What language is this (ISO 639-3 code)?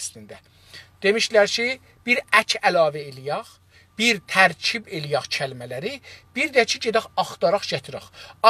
azb